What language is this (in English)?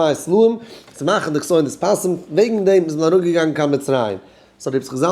Yiddish